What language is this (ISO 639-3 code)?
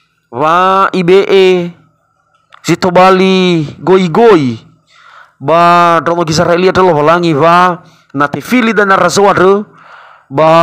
nia